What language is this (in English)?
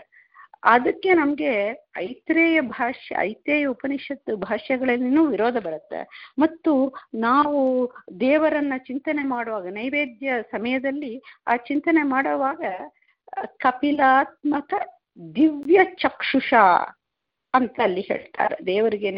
Kannada